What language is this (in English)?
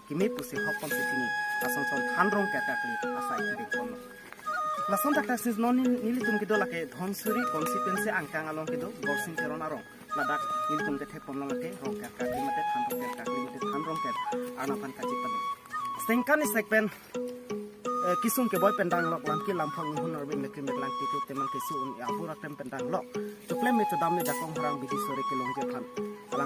Karbi